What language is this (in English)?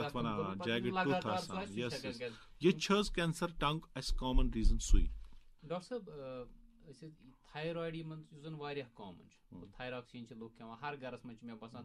Kashmiri